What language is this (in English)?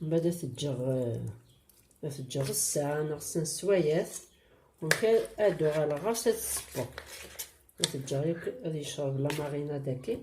Kabyle